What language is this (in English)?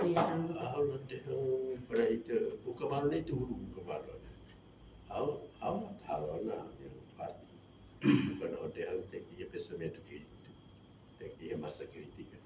Tetum